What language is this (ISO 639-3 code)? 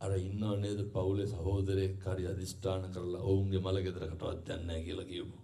sin